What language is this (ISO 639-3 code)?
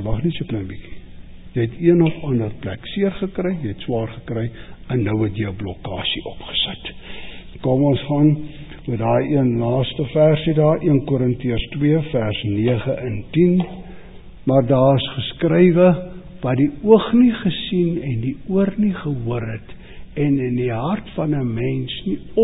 afr